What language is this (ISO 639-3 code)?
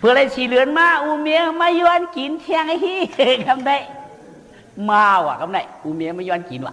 shn